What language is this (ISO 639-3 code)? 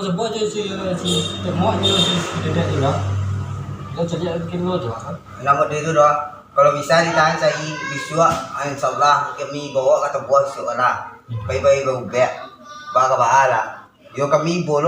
min